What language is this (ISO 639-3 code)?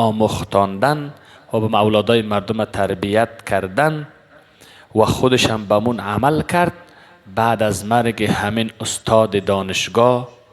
fas